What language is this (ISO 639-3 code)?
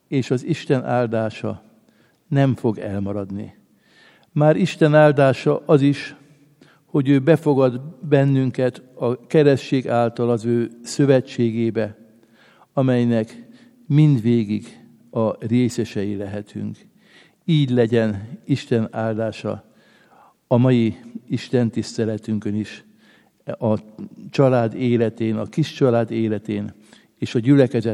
hun